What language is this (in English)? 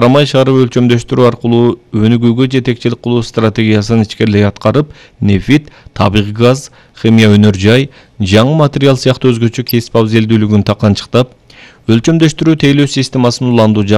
Kyrgyz